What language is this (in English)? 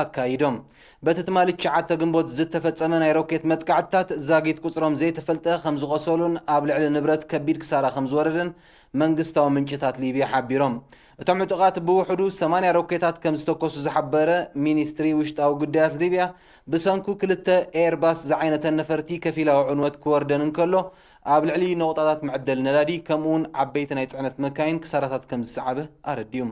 Tigrinya